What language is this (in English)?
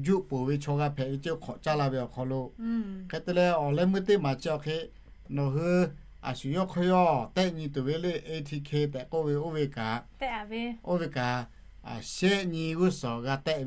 Lahu